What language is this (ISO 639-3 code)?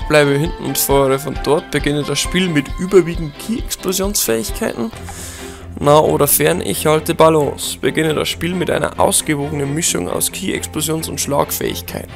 bar